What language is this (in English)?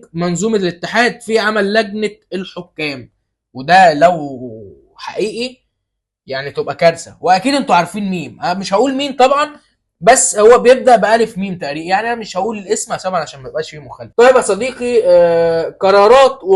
Egyptian Arabic